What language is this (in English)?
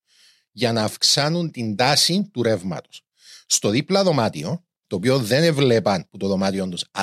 Greek